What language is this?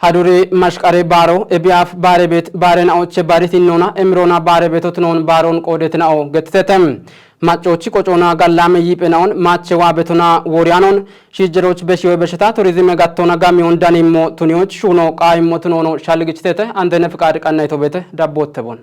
Kafa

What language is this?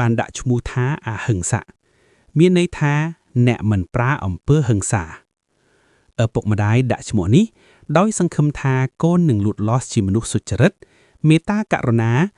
Khmer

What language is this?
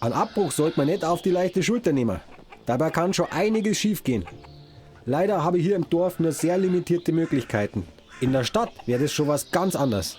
Bavarian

